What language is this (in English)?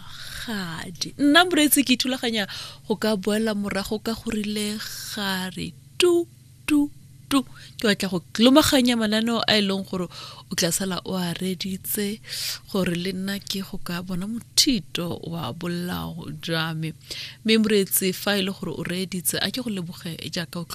Tswana